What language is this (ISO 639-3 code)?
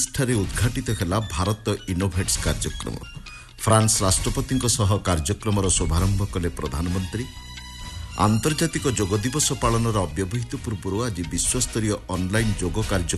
ori